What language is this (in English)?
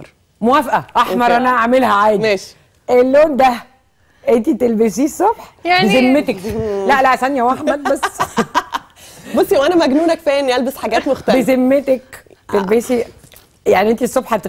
Egyptian Arabic